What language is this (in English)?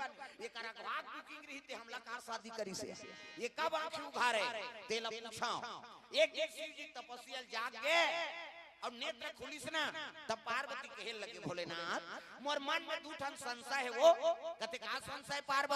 Chhattisgarhi